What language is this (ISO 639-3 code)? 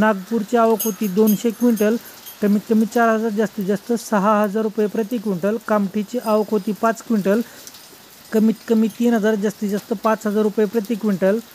mar